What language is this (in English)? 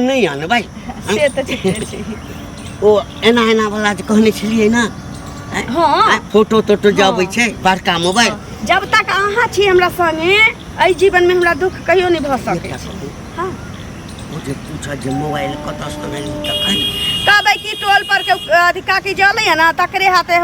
Maithili